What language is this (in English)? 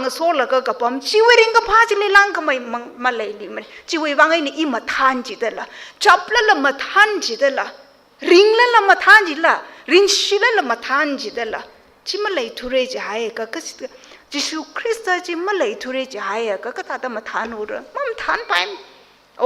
Tangkhul Naga (India)